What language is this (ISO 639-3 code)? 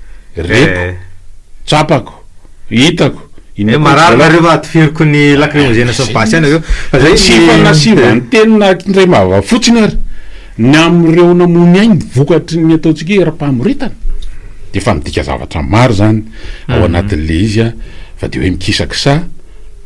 mlg